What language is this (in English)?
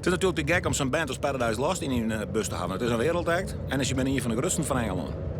Western Frisian